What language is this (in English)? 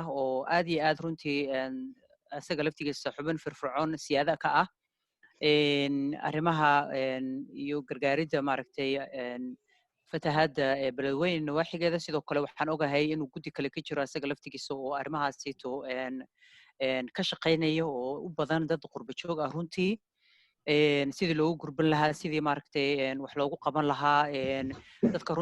Somali